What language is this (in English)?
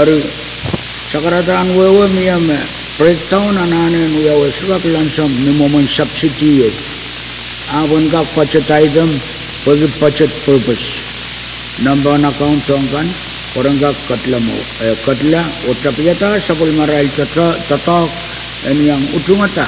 Pohnpeian